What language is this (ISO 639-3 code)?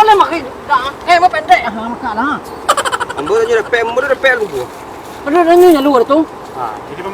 min